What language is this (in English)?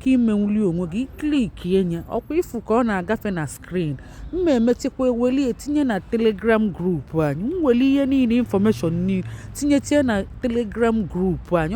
Igbo